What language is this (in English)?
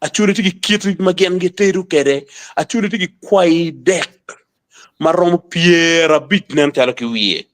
Acoli